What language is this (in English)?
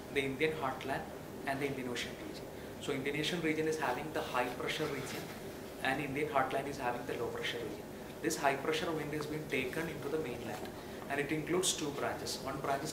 English